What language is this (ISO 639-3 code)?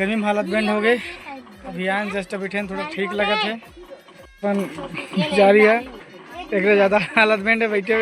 hne